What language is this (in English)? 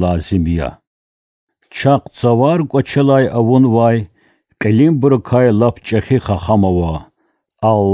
Lezghian